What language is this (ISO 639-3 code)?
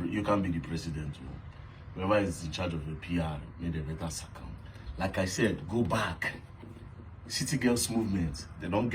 pcm